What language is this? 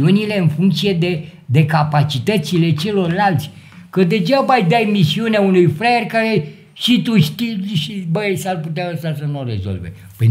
Romanian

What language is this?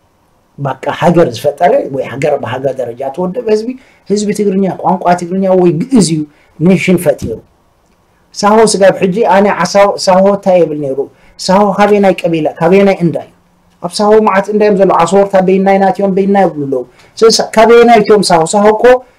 Tigrinya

